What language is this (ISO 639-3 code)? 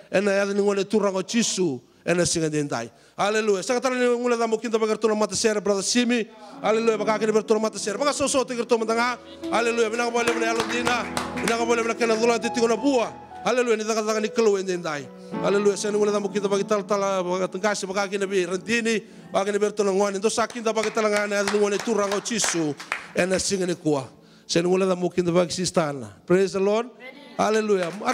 fij